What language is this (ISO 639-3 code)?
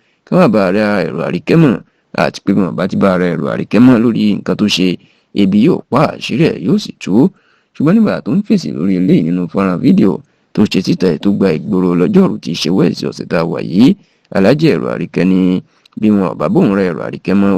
yor